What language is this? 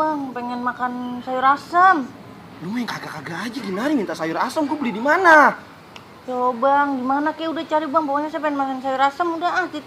Betawi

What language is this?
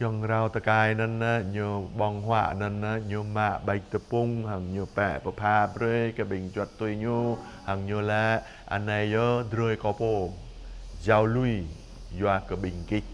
Jarai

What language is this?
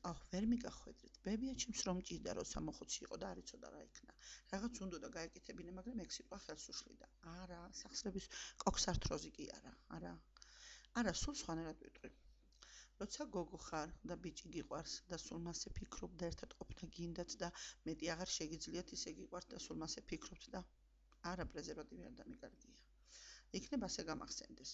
Georgian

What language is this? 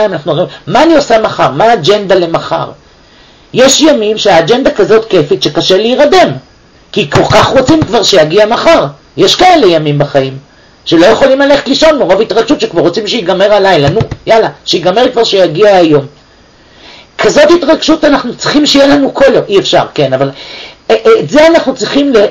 Hebrew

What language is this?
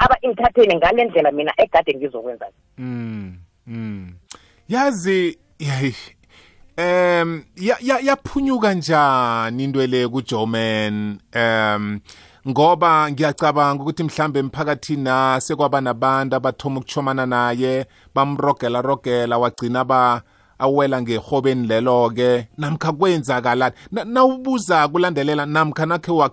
South Ndebele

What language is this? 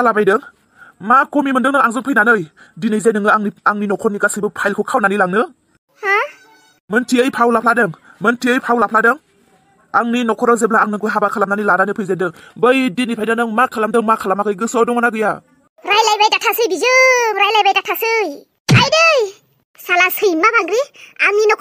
Bodo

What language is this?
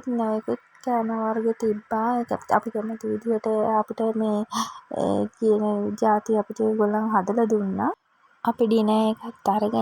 Sinhala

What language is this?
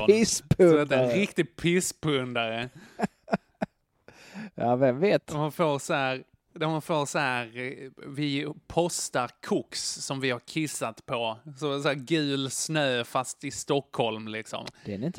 Swedish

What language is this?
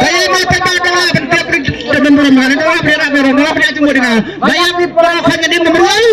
Khasi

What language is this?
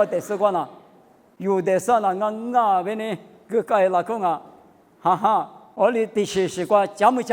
Lisu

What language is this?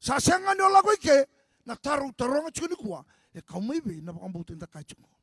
Fijian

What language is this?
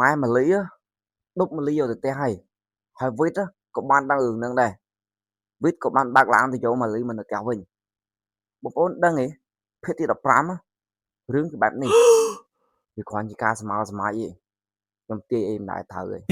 Khmer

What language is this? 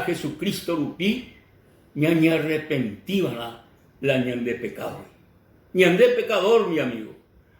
Guarani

